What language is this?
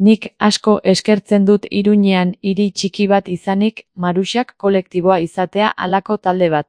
Basque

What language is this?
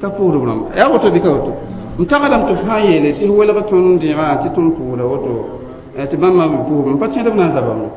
Mossi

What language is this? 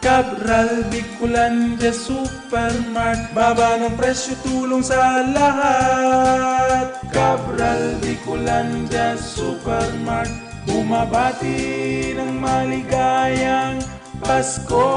Bikol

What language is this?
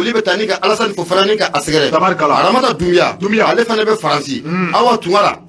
Bambara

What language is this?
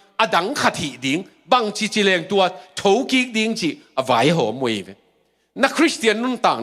Tedim Chin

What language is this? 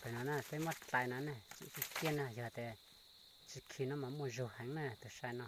Hmong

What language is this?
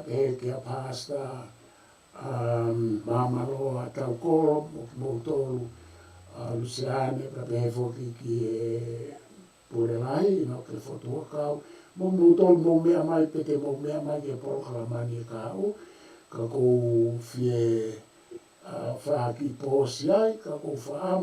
Tongan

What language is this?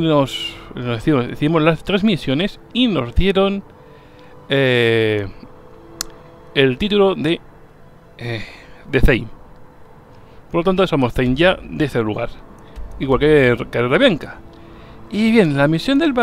Spanish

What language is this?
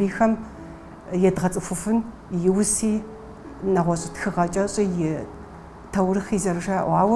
Kabardian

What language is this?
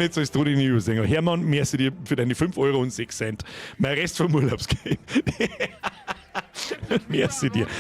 Bavarian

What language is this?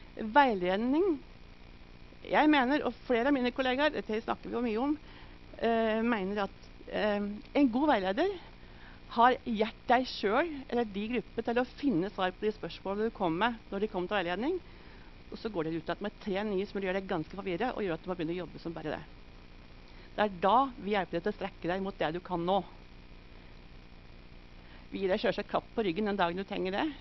Norwegian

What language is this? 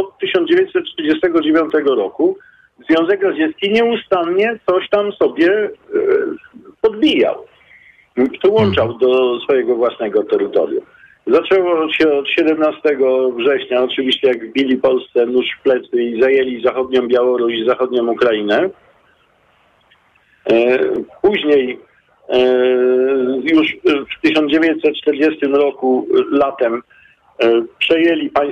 Polish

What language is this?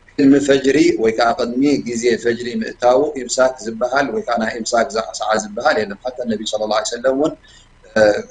Tigrinya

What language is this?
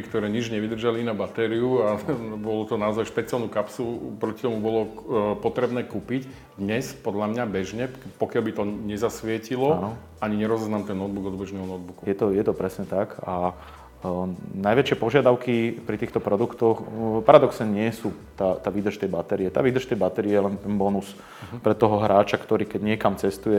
Slovak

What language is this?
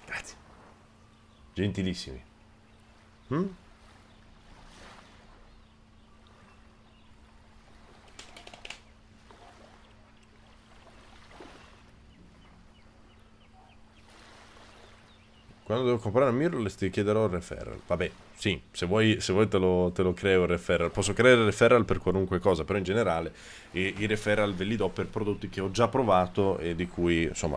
Italian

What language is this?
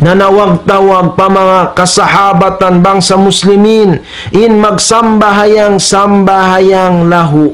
Tausug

